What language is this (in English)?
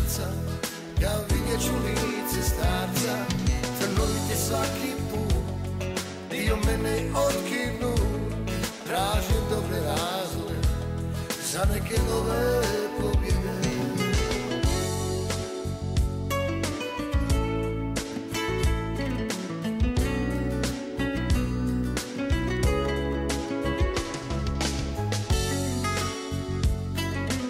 Croatian